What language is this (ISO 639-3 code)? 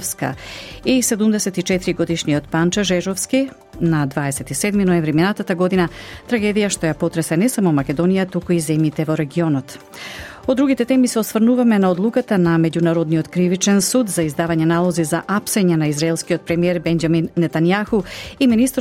mkd